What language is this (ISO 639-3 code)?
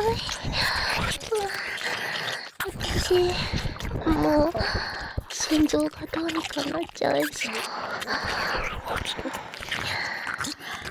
jpn